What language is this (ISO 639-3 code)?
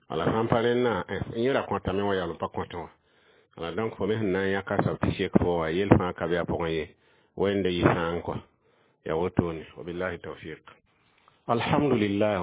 mos